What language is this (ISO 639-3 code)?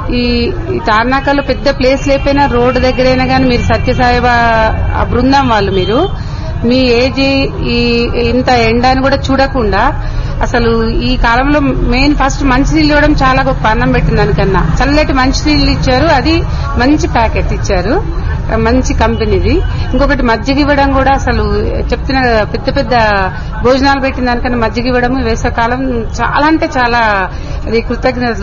tel